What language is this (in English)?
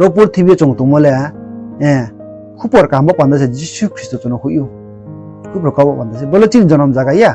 Riang (India)